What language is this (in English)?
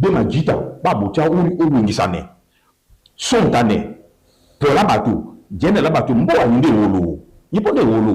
Duala